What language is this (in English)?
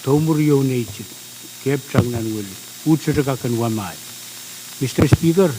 Pohnpeian